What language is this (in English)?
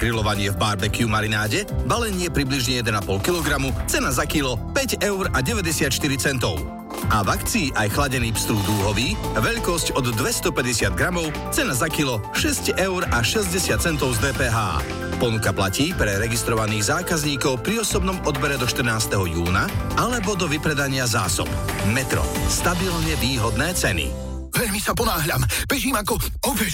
Slovak